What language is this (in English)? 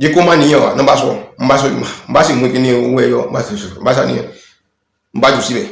Yoruba